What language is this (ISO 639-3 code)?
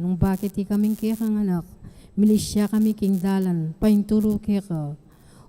pam